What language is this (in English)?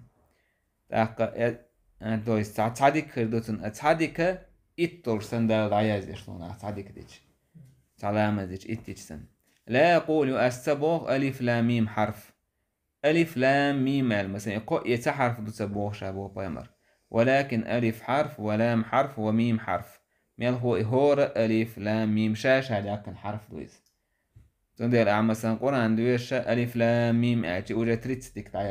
Chechen